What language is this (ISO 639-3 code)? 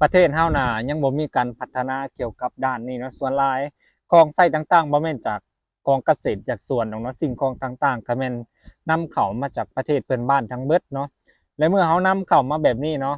lao